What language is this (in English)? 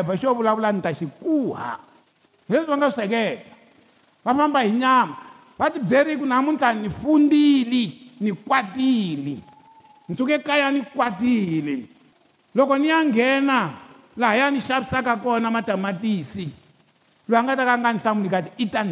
Tsonga